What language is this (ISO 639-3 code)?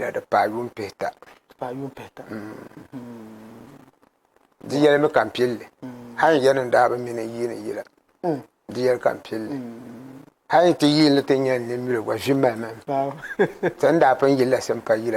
dag